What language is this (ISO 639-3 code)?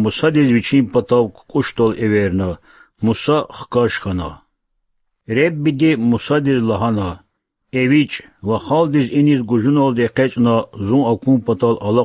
lez